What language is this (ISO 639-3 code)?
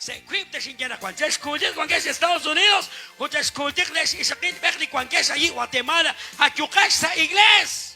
kek